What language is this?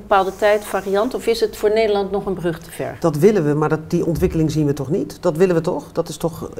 Dutch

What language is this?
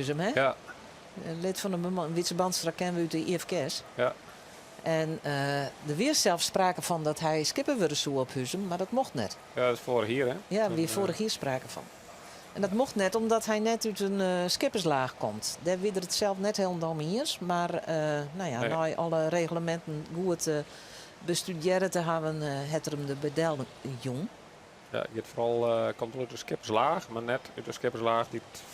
Western Frisian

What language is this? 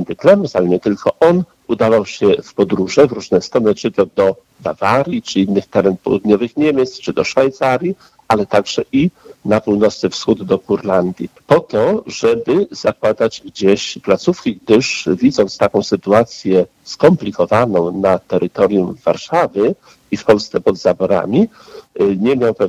Polish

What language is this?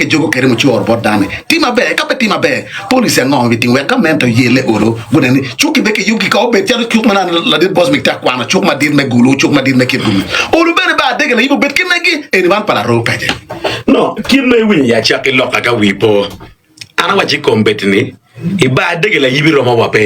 Acoli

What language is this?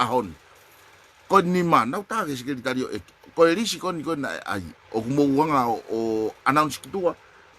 Tongan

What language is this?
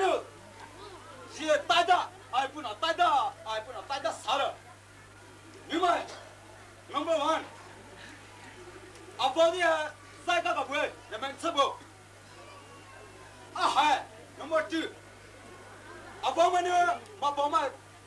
Poumei Naga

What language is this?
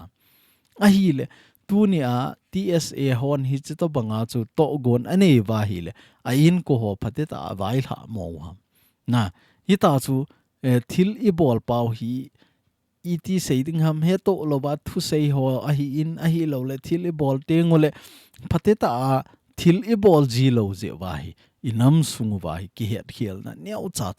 Thado Chin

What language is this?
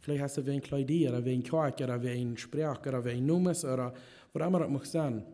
Plautdietsch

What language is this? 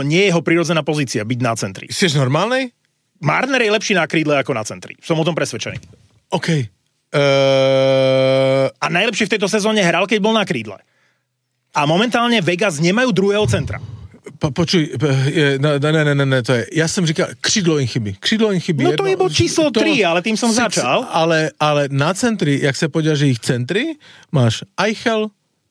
Slovak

